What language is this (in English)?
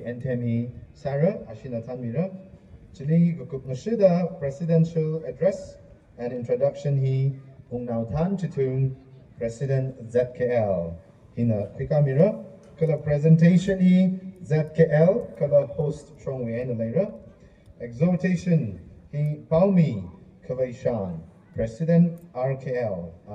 Tangkhul Naga (India)